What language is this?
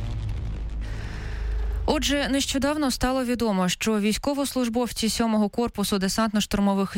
Ukrainian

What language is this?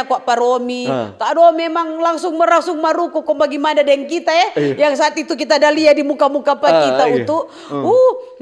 Manado Malay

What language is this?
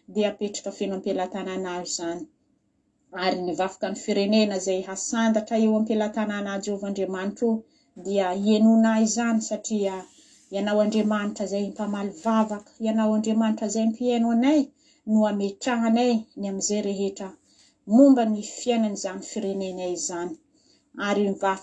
Malagasy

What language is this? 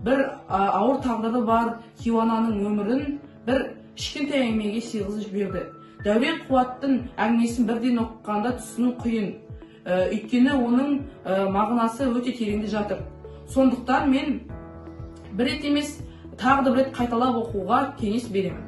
Kazakh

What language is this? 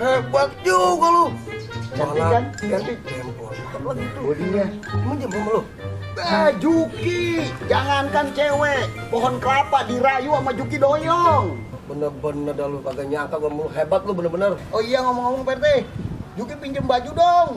Betawi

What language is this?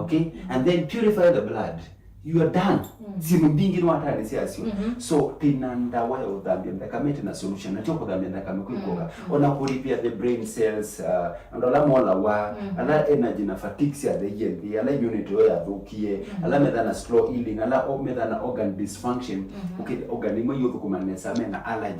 Kamba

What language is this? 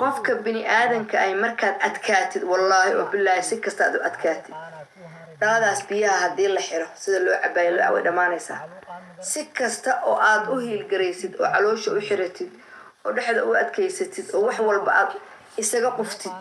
Somali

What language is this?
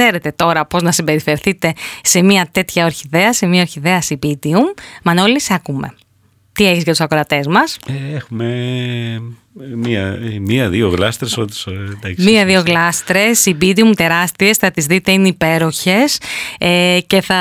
Greek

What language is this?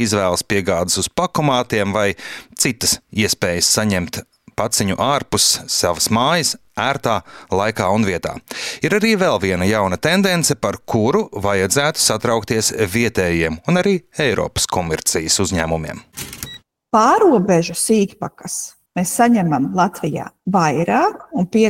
Latvian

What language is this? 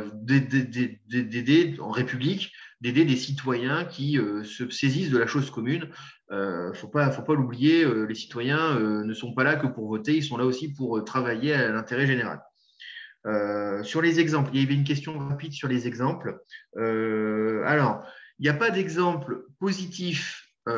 French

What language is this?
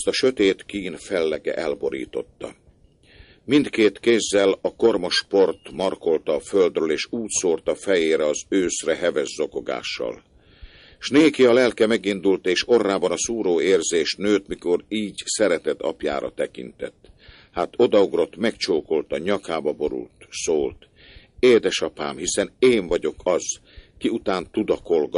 Hungarian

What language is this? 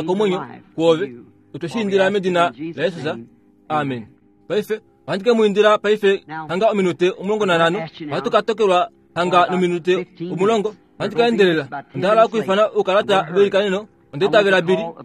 Kuanyama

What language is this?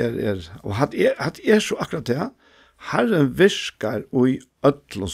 Faroese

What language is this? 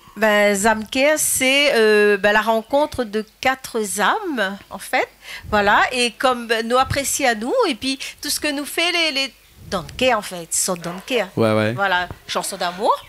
Réunion Creole French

